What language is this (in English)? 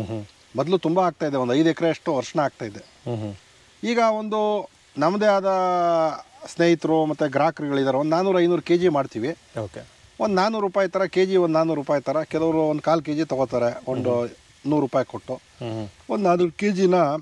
Kannada